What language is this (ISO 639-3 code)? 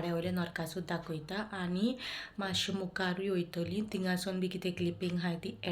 kok